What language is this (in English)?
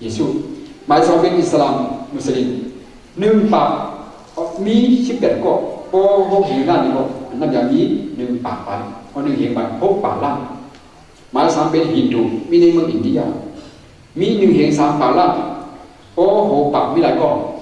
Shan